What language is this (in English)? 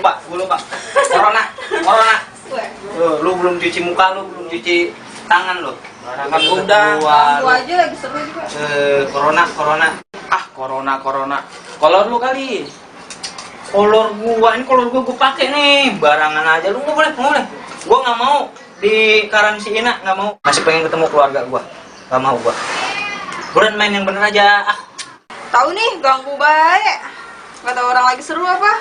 Betawi